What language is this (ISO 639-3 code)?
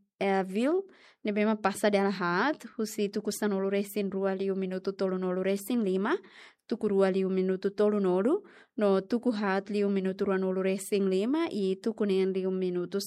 tet